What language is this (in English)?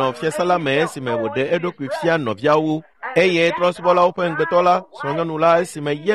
Ewe